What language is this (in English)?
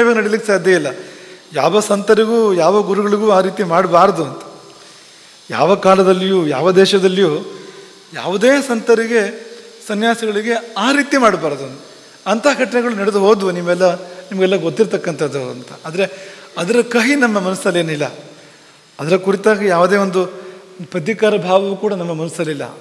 Kannada